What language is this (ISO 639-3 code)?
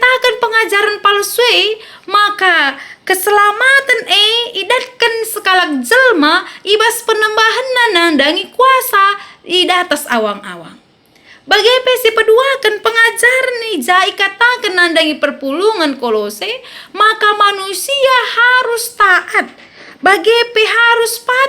btx